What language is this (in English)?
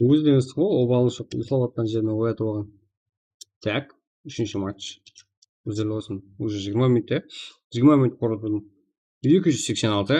Kara-Kalpak